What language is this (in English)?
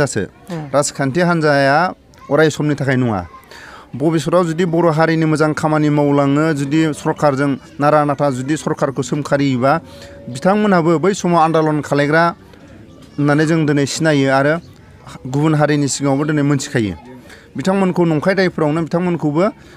Bodo